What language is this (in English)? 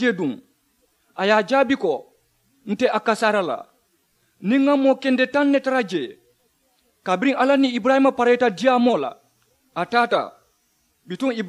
Mandingo